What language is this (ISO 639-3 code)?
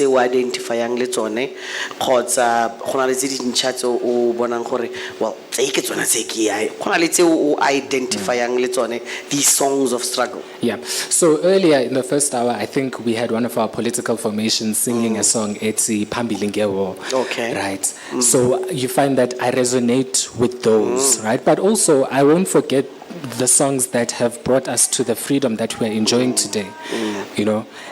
tsn